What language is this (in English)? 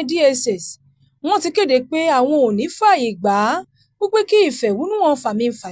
Yoruba